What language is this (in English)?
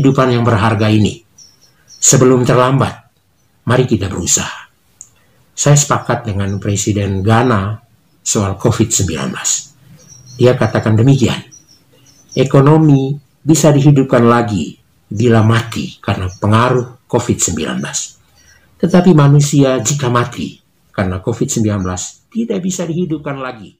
Indonesian